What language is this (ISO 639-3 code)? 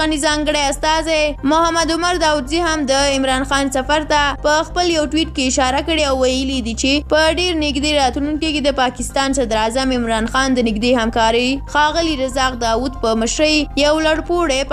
pus